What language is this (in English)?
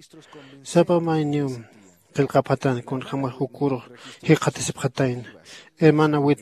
Aymara